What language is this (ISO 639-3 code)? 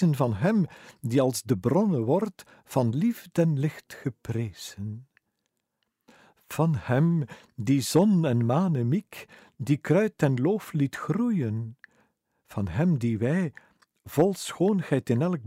nld